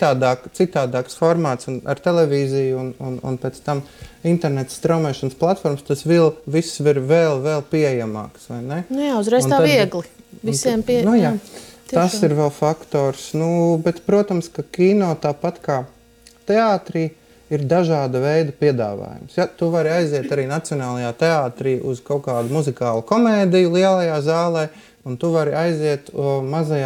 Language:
Latvian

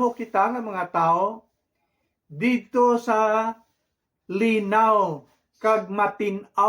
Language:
Hiligaynon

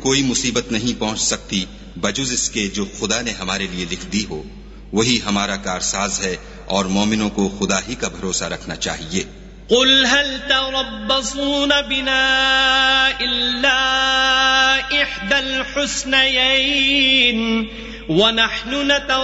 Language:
Urdu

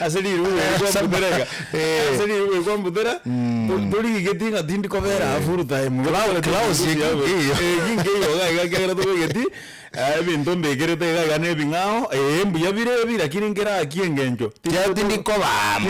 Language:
Gusii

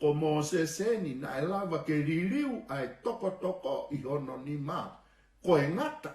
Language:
Tongan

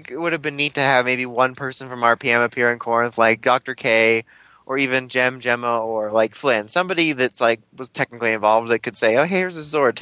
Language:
English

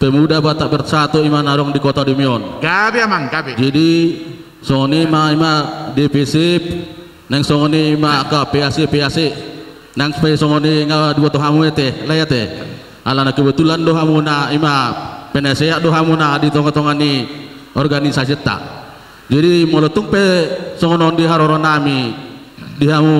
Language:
Batak Toba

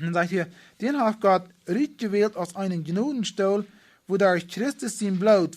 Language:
Plautdietsch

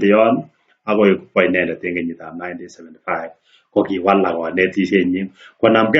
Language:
Kalenjin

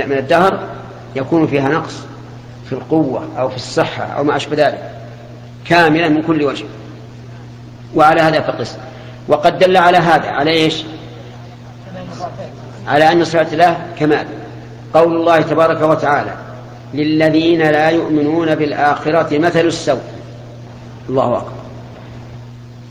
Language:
Arabic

